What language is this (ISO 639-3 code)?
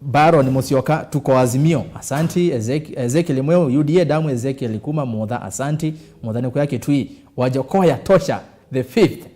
kam